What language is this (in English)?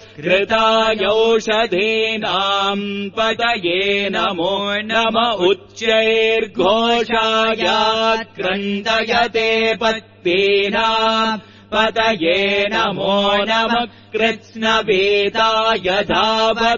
Sanskrit